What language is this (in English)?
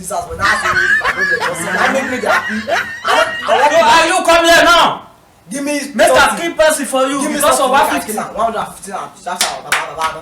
Nigerian Pidgin